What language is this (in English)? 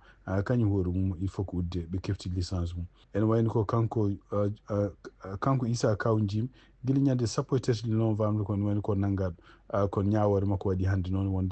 Fula